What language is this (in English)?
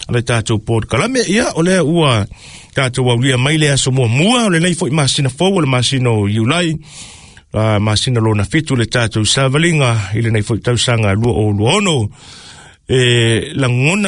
Samoan